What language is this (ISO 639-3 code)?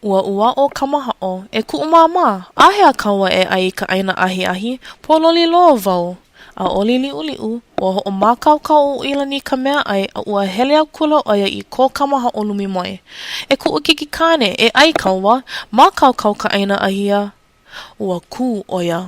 haw